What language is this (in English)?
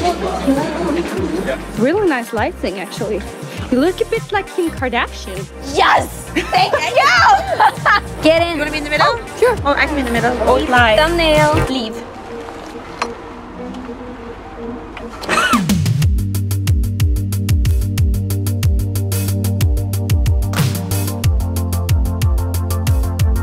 Danish